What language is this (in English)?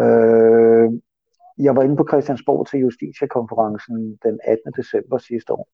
Danish